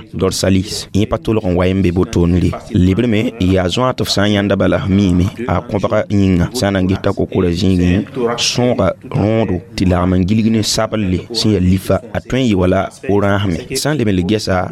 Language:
Mossi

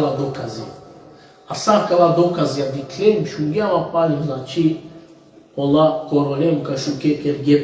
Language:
Balkan Romani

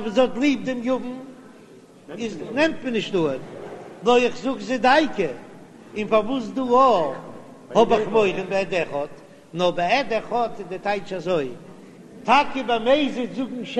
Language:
Yiddish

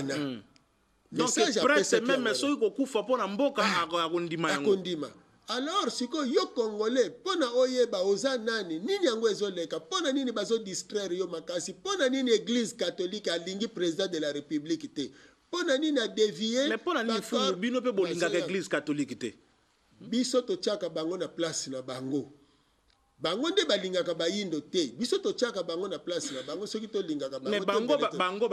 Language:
Lingala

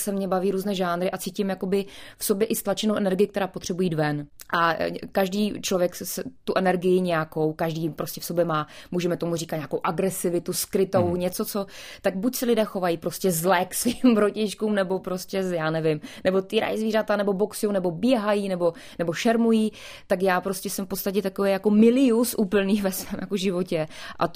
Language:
Czech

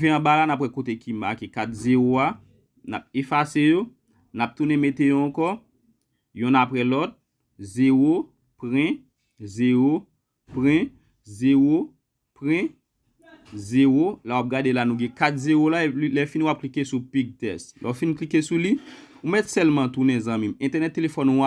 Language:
Haitian Creole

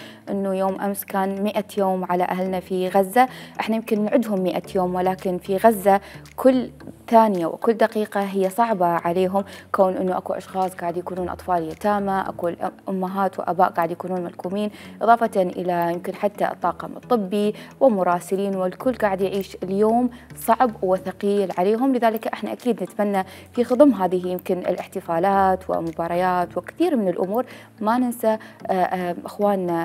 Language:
Mesopotamian Arabic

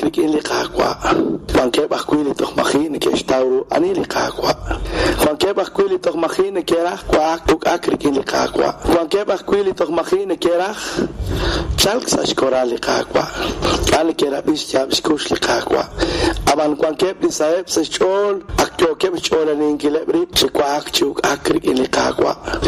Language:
Kekchí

